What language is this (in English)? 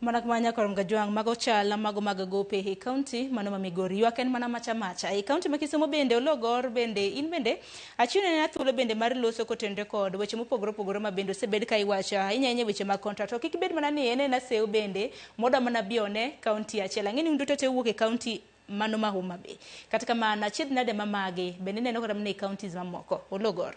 Luo (Kenya and Tanzania)